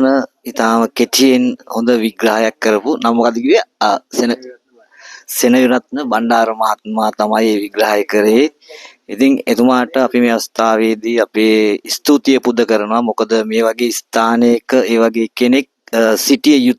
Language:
Sinhala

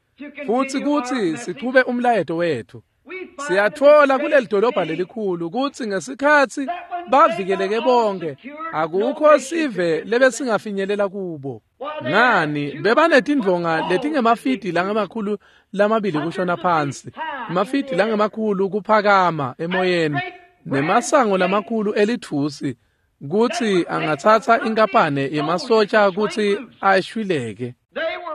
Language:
Swati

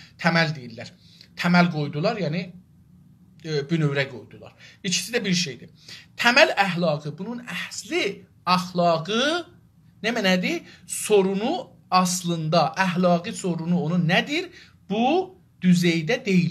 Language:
South Azerbaijani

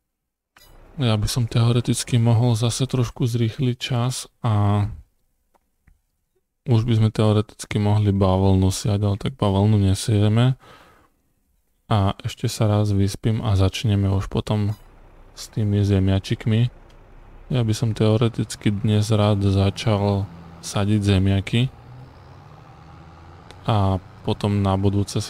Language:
Slovak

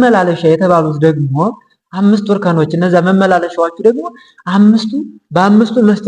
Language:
Amharic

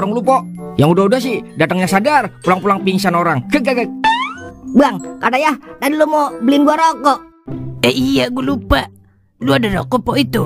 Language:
Betawi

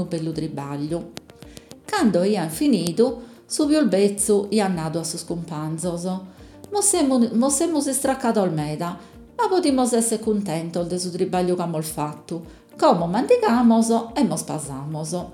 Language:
Sardinian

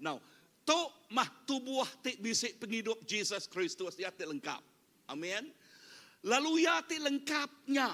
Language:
Iban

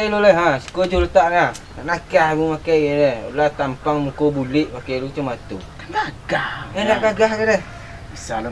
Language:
Minangkabau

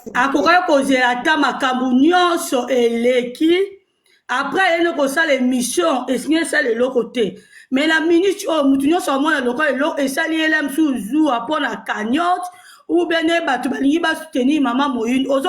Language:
Lingala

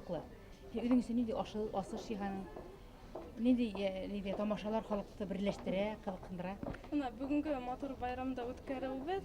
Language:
Bashkir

